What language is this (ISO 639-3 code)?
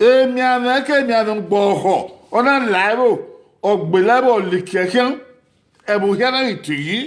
bin